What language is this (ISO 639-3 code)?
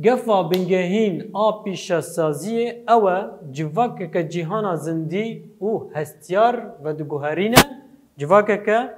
kur